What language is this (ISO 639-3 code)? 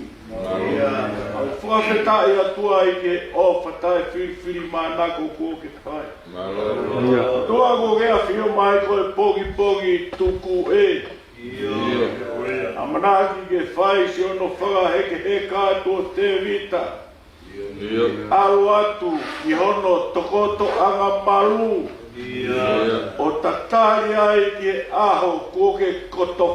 ton